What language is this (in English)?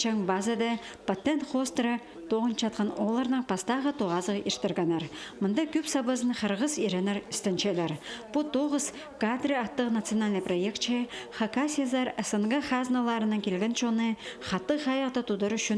Khakas